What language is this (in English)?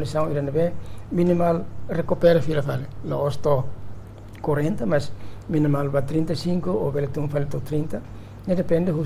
Tetum